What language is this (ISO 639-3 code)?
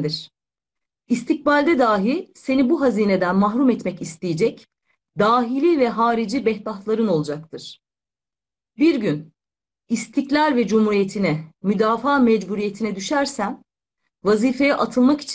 tur